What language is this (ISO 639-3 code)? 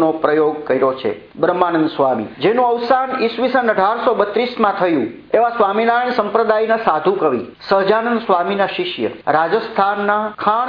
guj